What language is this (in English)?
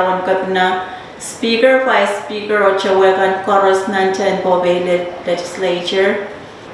Pohnpeian